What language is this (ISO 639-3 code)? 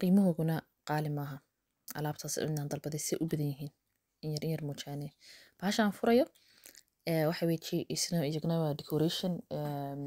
som